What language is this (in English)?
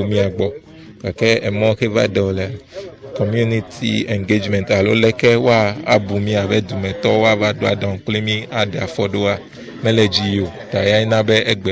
Ewe